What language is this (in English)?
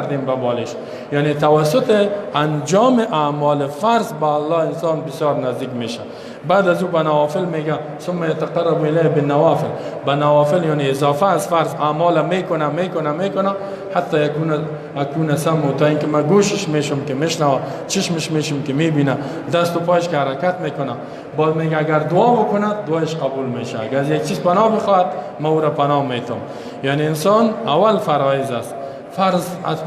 Persian